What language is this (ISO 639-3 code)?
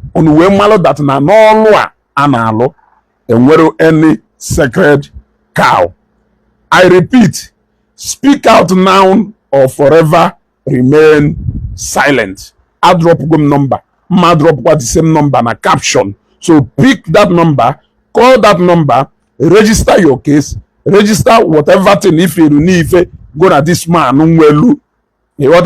ibo